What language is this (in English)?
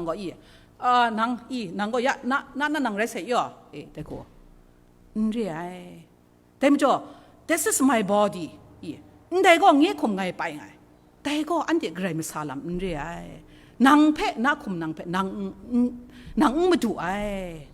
Kachin